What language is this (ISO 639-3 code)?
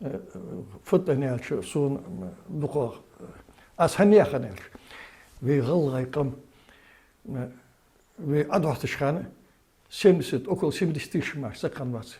inh